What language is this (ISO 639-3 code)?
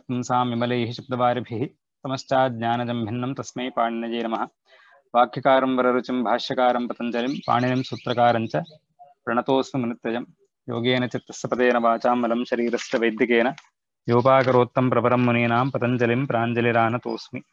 san